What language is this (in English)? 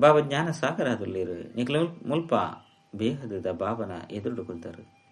Tulu